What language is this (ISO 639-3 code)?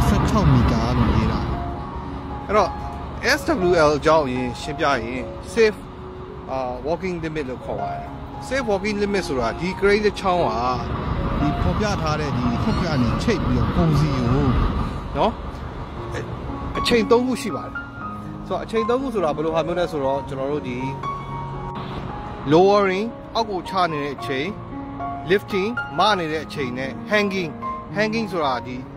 mya